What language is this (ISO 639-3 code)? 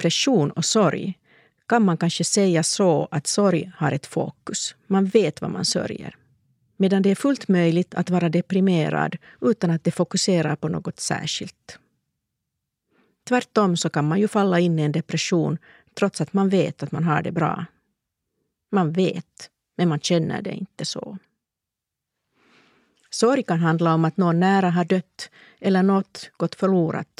swe